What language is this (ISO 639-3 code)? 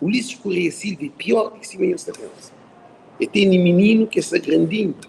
kea